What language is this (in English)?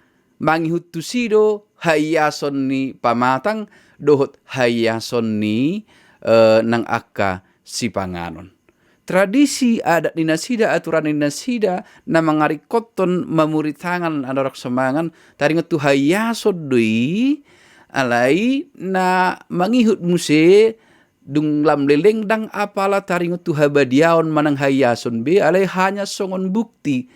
Batak Toba